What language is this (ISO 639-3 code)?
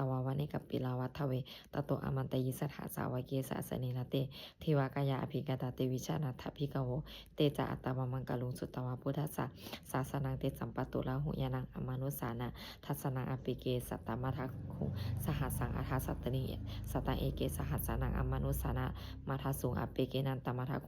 pli